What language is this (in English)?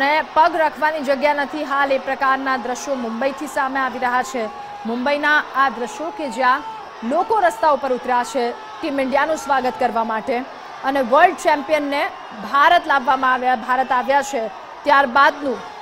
Gujarati